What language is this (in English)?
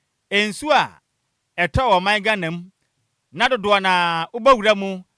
Akan